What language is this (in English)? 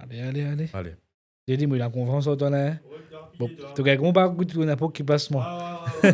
Morisyen